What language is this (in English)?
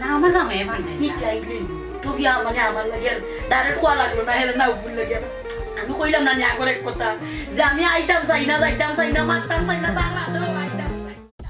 Sylheti